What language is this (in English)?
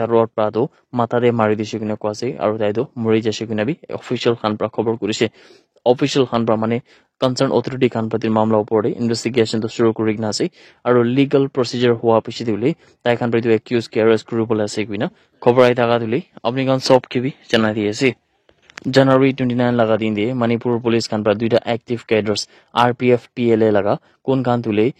Naga Pidgin